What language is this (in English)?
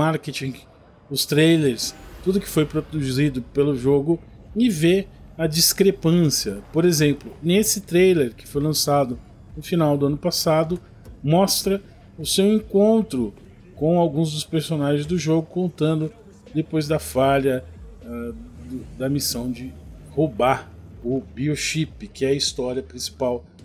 Portuguese